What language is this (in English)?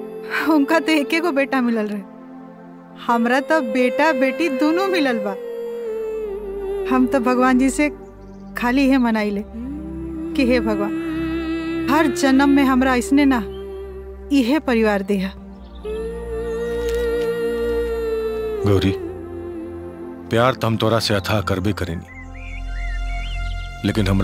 Bhojpuri